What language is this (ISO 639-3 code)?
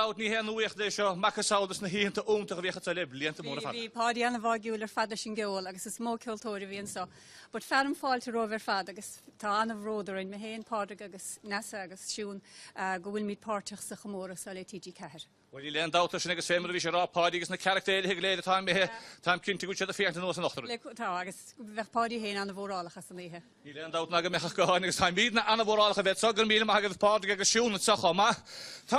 gle